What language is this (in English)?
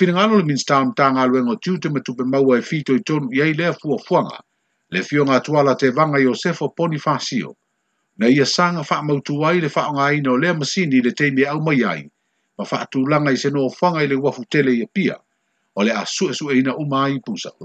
Samoan